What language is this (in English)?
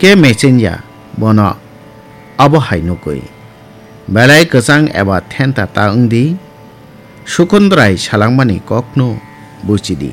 Kok Borok